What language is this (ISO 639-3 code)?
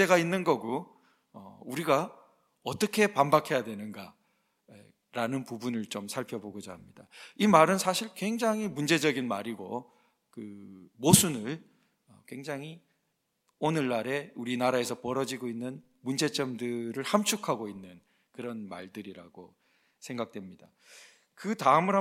kor